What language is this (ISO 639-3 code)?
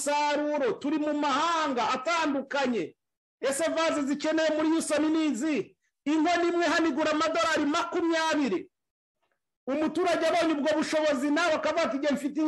kin